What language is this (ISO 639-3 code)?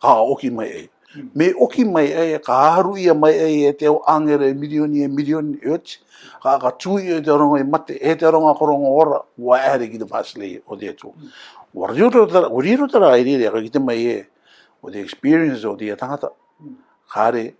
rar